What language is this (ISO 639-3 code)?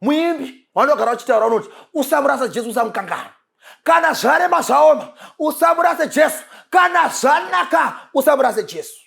sna